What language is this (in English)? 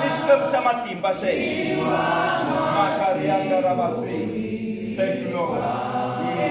Tsonga